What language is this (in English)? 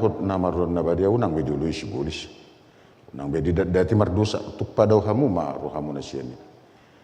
Batak Toba